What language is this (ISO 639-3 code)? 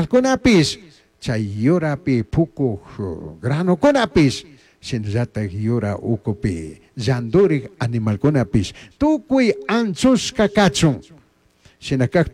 qug